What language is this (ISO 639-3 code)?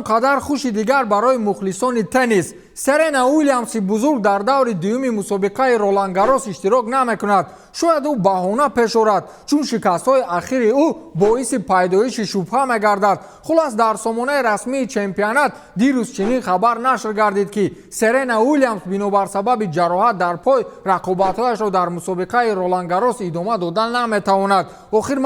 tgk